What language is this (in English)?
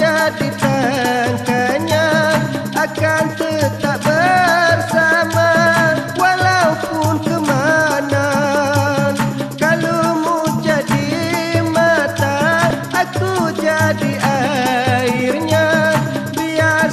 Malay